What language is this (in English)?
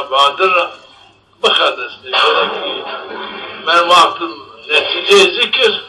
Zaza